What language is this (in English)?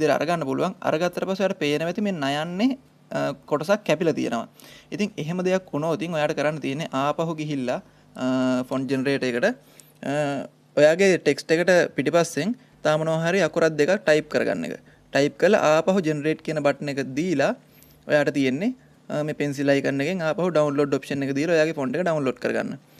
Sinhala